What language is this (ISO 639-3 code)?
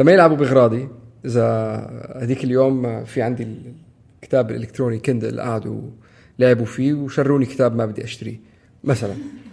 apc